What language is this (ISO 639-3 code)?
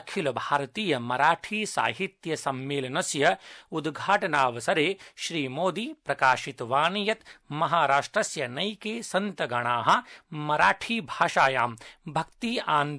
san